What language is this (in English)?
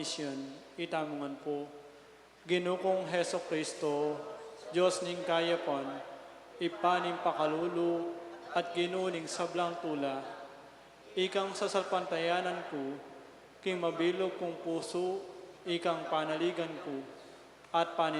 Pampanga